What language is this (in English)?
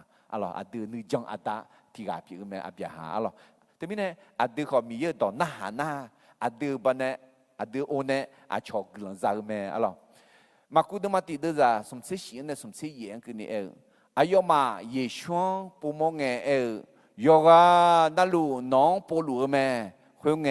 Akha